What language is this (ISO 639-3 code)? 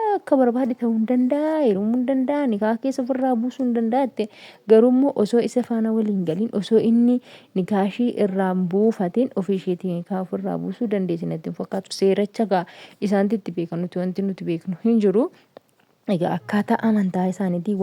orm